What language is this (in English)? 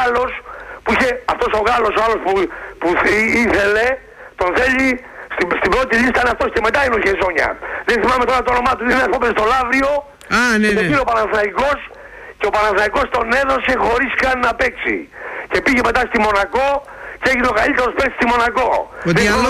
Greek